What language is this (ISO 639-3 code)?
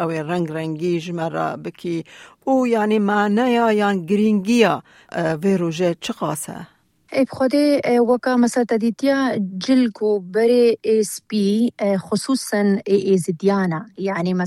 kur